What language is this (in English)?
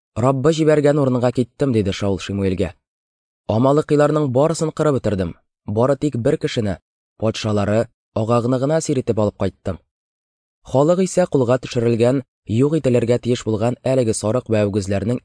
Tatar